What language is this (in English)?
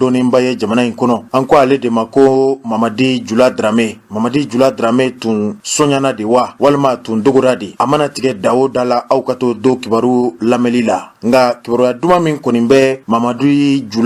Bambara